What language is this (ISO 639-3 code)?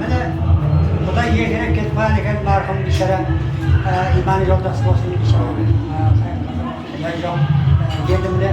kaa